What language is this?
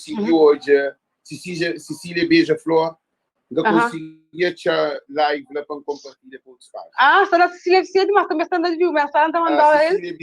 Kabuverdianu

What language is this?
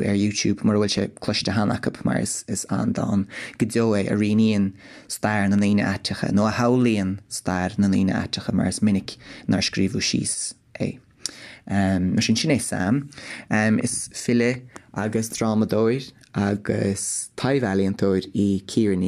Irish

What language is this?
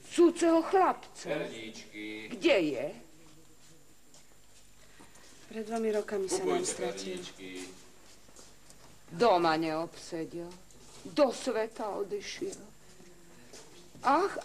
Slovak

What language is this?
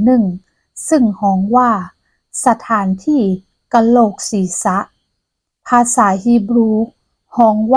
Northern Thai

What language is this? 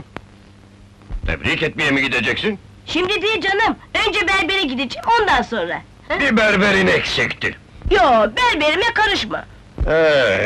Turkish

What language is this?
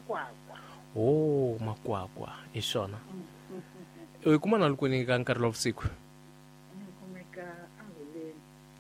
Tsonga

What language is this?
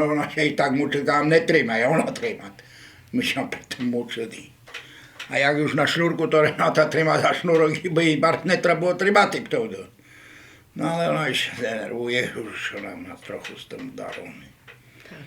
Rusyn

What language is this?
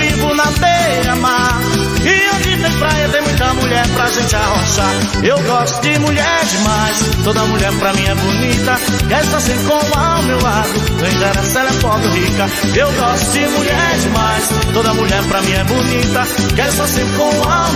Portuguese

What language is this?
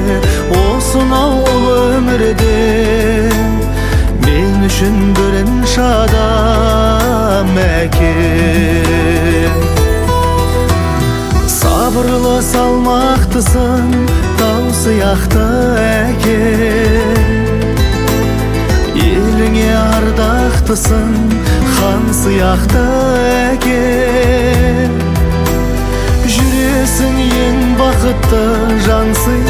Kazakh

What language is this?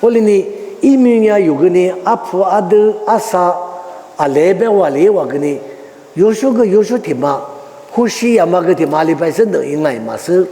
Lisu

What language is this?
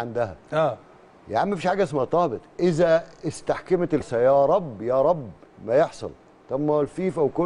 Egyptian Arabic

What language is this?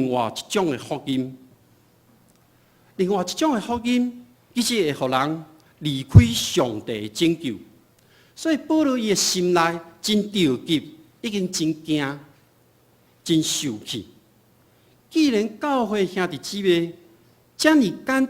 Min Nan Chinese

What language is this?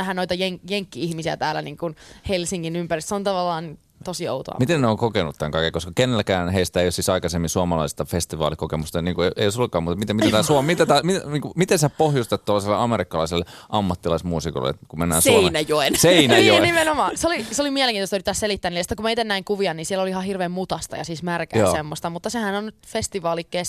Finnish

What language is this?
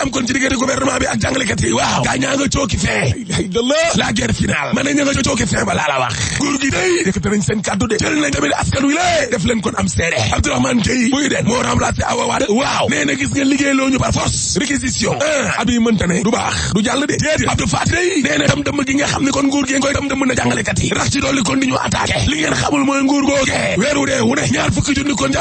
Wolof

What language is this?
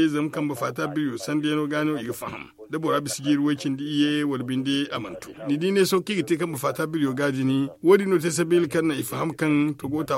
Zarma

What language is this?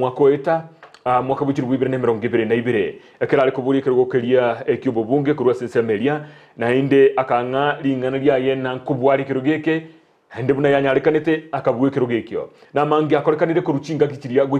Gusii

